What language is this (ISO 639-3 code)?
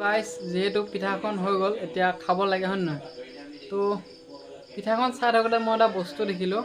asm